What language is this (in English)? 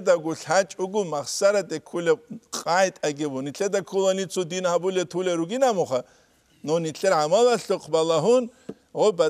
Avaric